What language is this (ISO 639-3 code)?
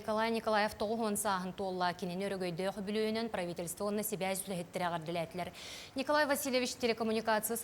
sah